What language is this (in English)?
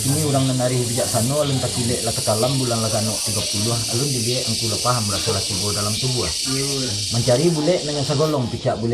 Minangkabau